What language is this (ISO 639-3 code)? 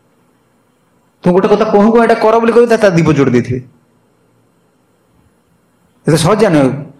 ori